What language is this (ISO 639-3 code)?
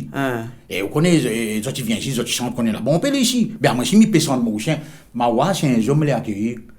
rcf